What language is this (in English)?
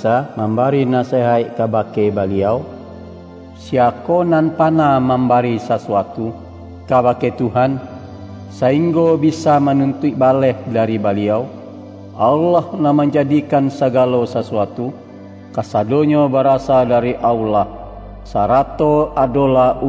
Minangkabau